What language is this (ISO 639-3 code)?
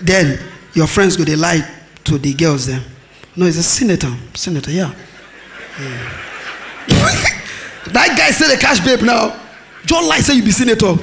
pcm